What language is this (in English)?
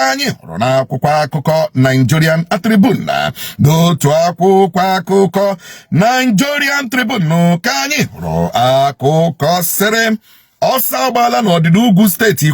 Igbo